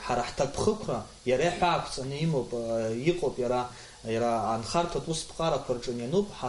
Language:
Abkhazian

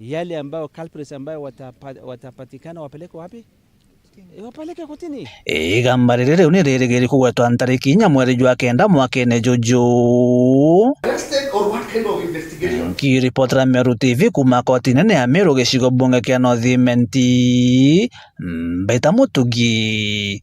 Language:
Meru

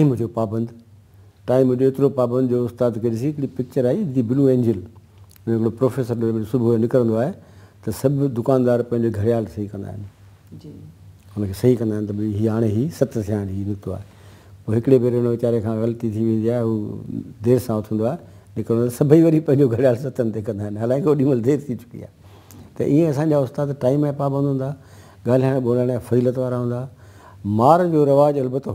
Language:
Sindhi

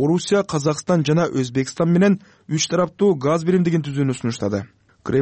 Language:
Kyrgyz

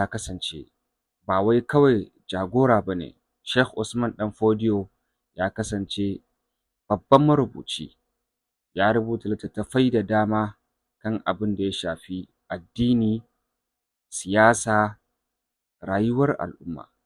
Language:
Hausa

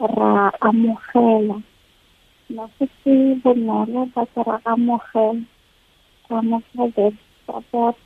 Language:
Tswana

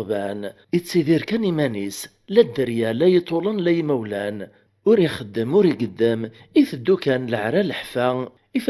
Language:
Kabyle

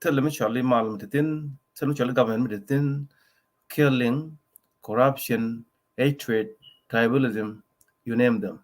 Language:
Nuer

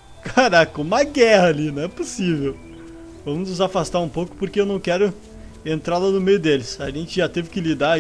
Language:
Portuguese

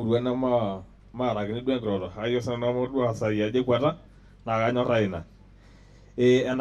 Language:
Masai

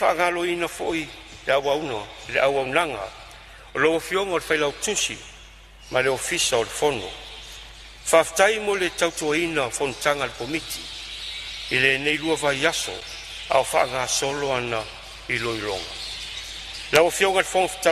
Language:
Samoan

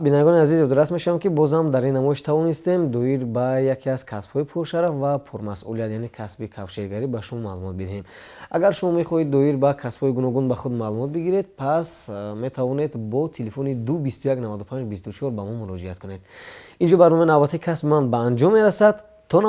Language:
Tajik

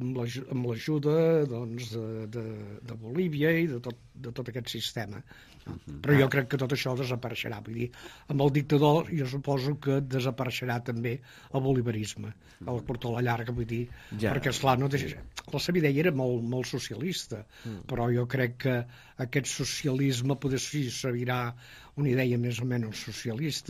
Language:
Catalan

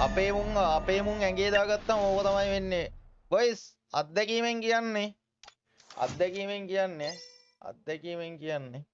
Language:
Sinhala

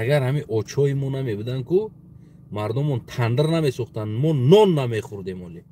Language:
Tajik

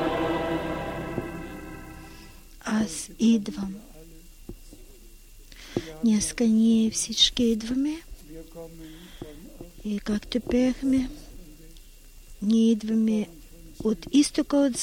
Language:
Bulgarian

